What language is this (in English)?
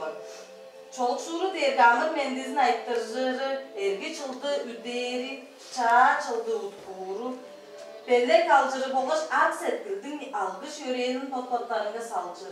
Tuvinian